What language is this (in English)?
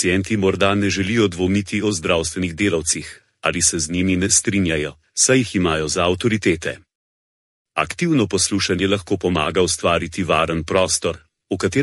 Slovenian